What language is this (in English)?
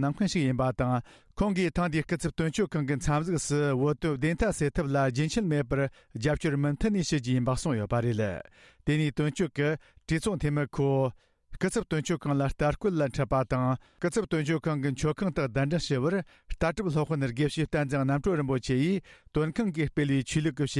Tibetan